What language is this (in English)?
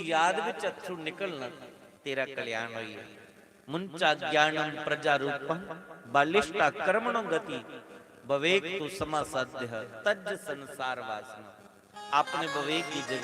Dogri